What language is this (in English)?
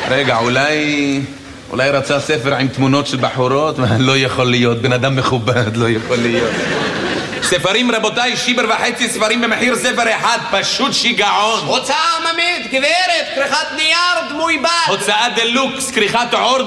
Hebrew